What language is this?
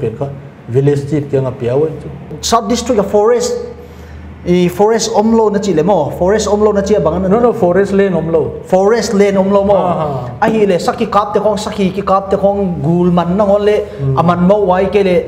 Paite Chin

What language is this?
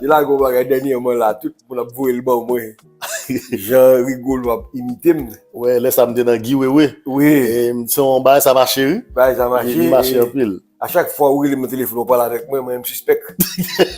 Haitian Creole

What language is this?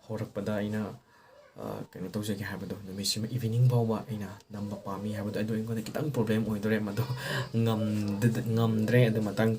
Manipuri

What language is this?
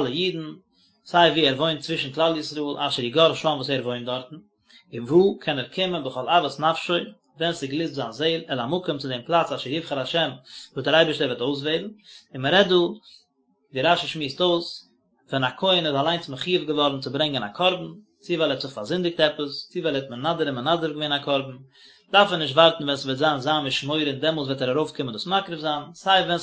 Yiddish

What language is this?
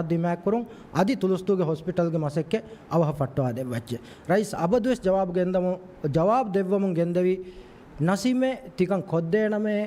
Divehi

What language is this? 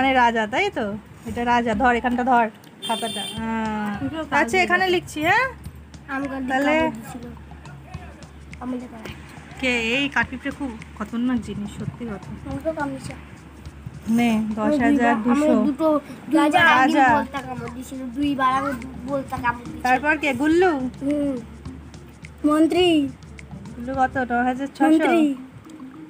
Bangla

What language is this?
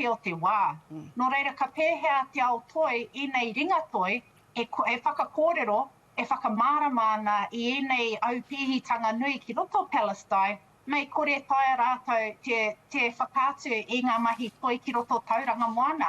Māori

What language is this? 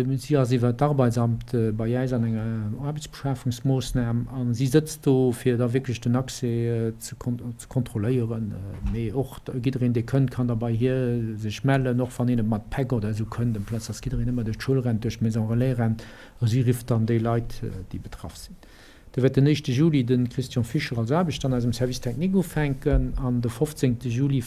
Luxembourgish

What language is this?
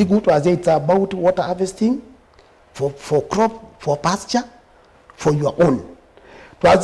Kamba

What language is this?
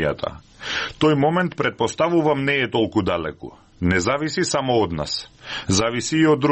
Macedonian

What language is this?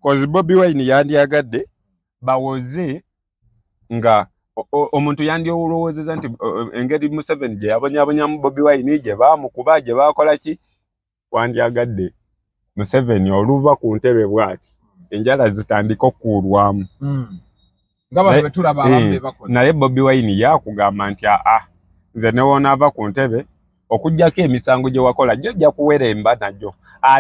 Ganda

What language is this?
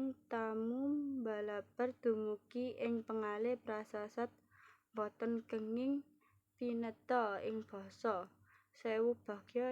Javanese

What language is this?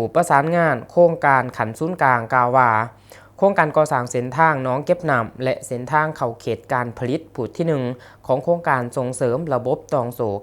Lao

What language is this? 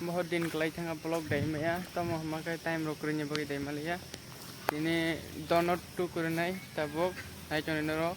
Kok Borok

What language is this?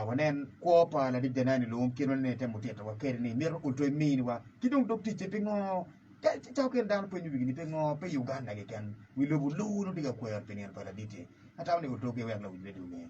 Acoli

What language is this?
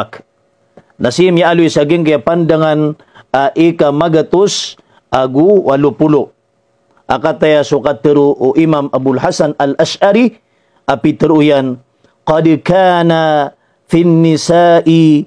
Maranao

